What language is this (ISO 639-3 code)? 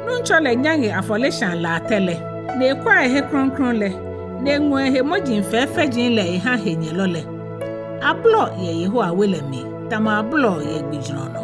gaa